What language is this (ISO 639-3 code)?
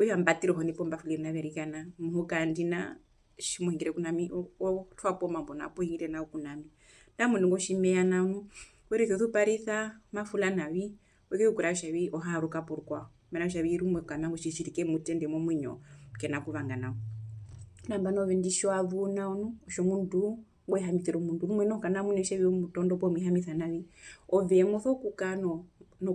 her